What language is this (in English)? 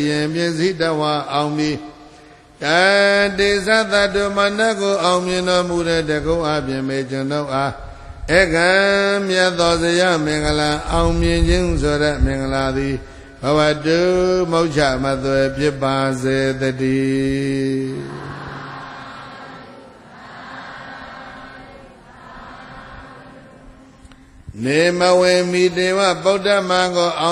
Burmese